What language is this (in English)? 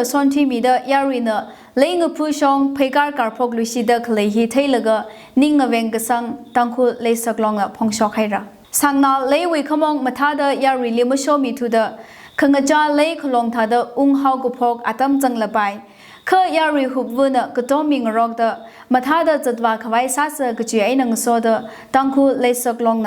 Tangkhul Naga (India)